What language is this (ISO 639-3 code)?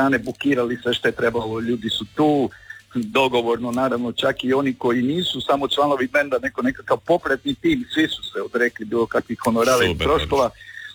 hrv